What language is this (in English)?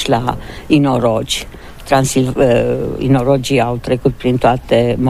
Romanian